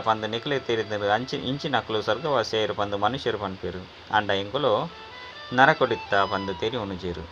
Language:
Tulu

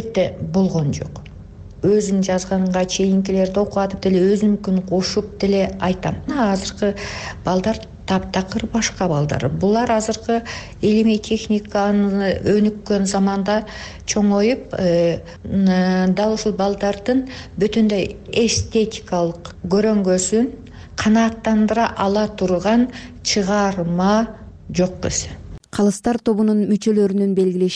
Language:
Kyrgyz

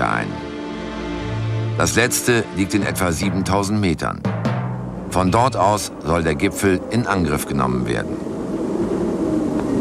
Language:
German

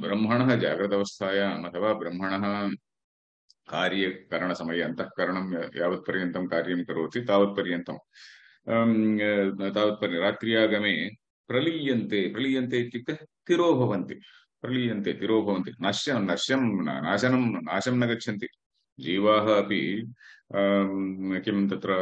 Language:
Sanskrit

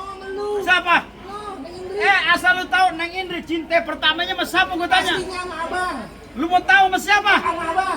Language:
Betawi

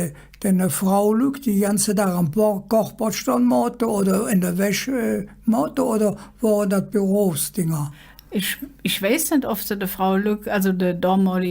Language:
Colognian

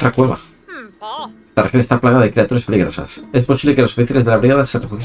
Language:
Spanish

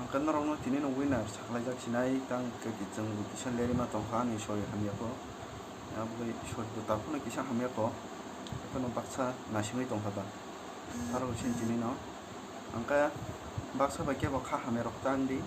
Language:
Kok Borok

